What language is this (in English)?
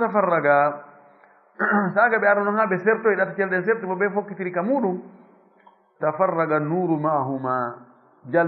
Fula